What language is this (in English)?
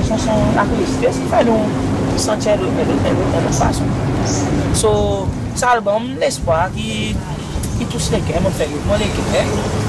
Seselwa Creole French